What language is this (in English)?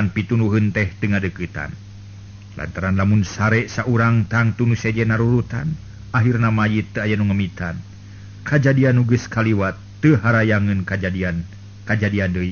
Sundanese